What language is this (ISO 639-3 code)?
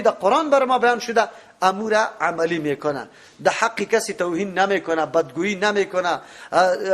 fas